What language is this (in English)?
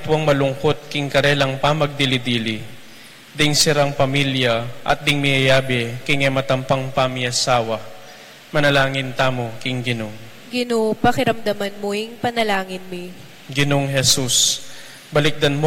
Pampanga